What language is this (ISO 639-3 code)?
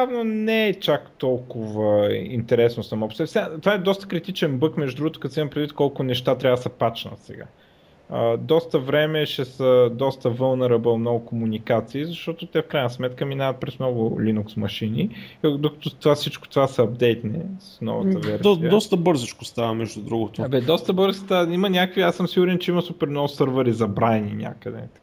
bul